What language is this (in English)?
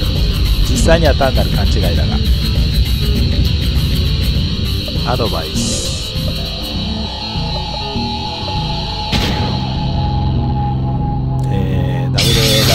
Japanese